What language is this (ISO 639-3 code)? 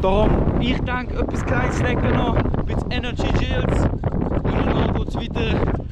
gsw